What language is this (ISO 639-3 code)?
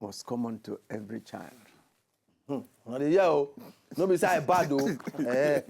pcm